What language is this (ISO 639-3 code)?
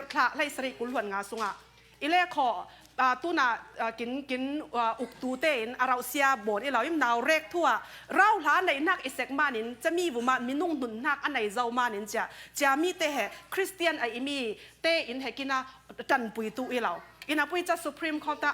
cfm